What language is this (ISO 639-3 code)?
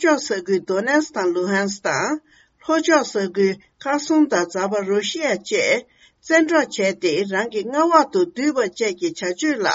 bod